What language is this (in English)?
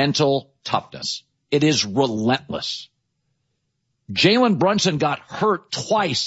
English